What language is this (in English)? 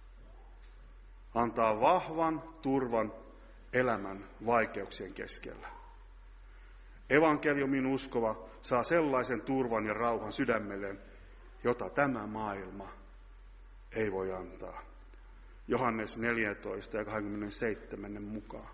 Finnish